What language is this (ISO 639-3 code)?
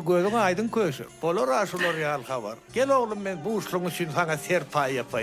tuk